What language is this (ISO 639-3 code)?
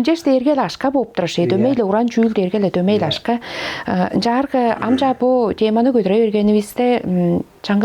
tyv